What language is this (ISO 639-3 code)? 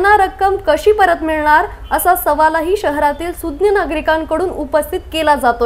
mar